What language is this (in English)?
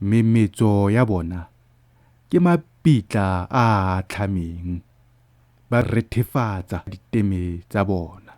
Tswana